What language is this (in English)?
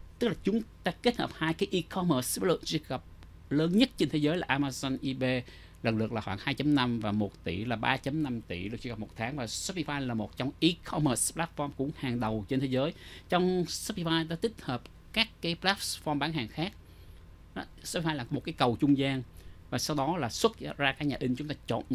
Vietnamese